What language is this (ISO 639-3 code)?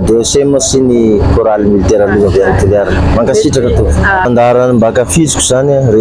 mlg